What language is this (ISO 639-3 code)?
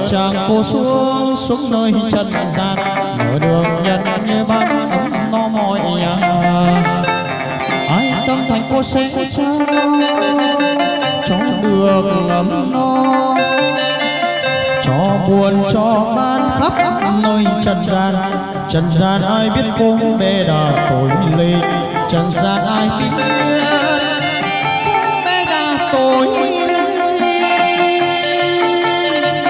vie